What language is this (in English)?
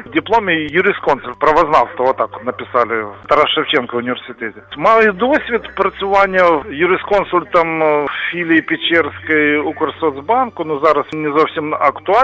Ukrainian